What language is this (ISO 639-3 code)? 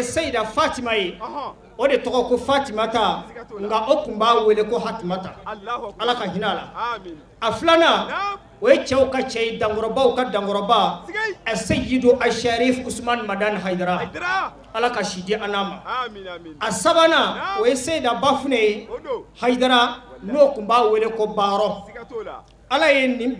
bam